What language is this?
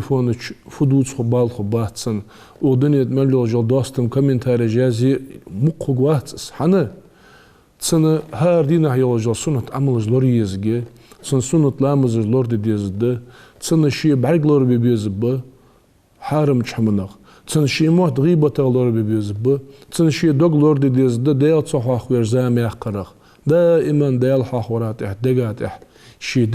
Ingush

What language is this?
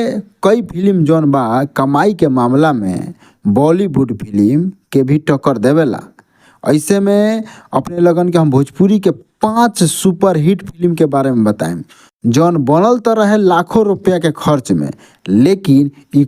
Bhojpuri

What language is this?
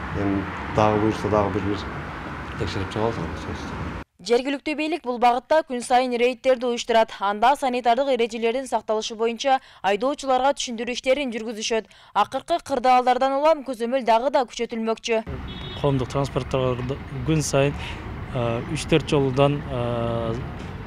Kyrgyz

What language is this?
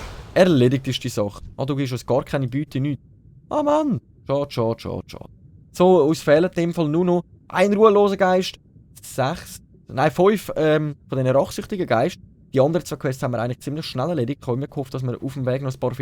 Swiss German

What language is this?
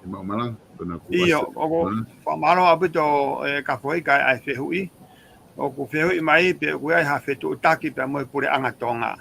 Tongan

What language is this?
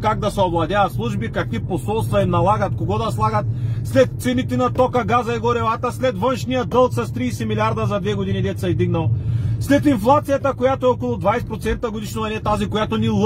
Bulgarian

